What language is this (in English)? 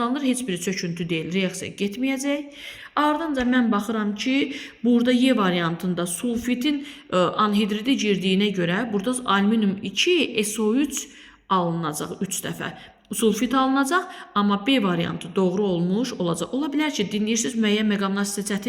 Azerbaijani